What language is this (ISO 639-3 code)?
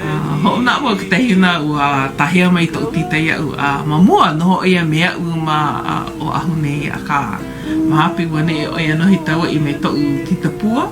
haw